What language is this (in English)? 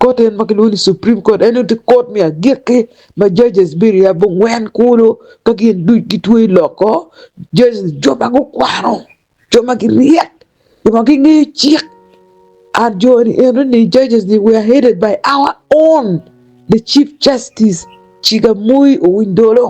Acoli